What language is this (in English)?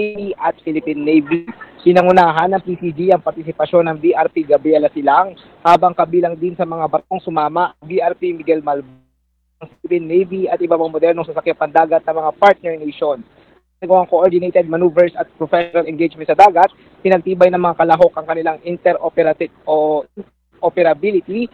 Filipino